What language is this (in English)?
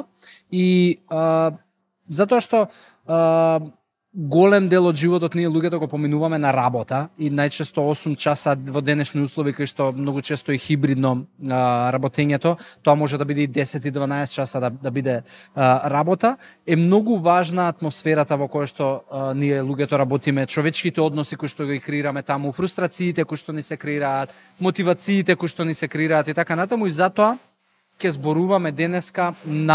Macedonian